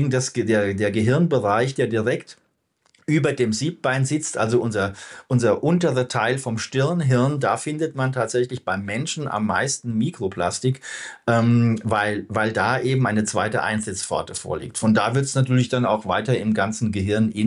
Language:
German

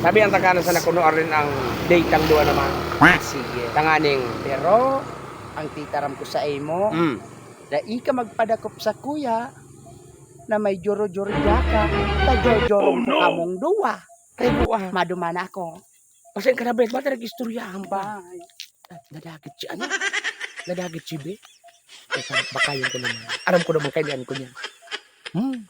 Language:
Bikol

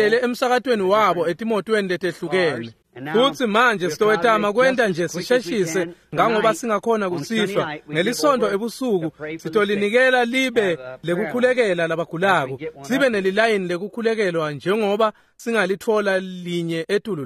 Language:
Swati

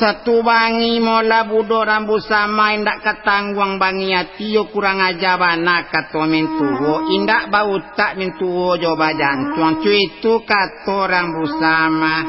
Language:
Minangkabau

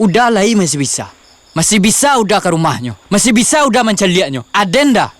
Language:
Minangkabau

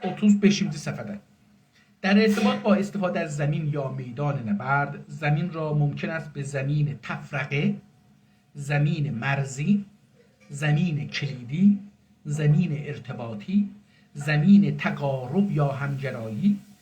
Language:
South Azerbaijani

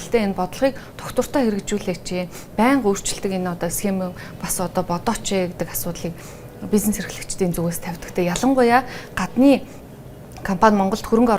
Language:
Mongolian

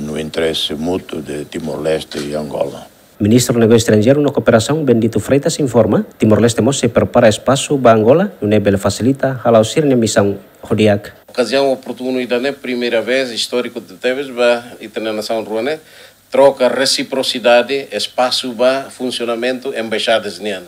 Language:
Tetum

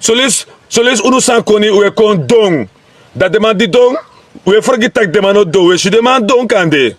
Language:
Sranan Tongo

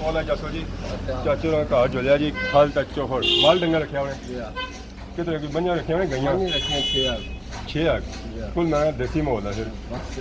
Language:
Pahari-Potwari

